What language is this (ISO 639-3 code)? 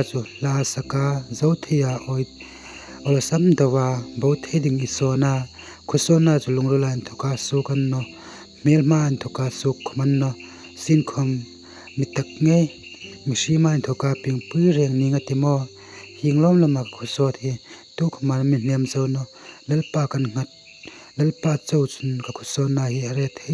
hmr